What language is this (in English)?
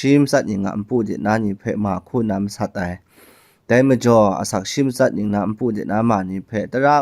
Kachin